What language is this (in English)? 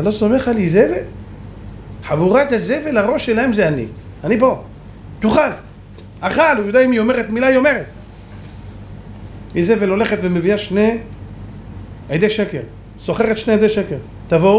Hebrew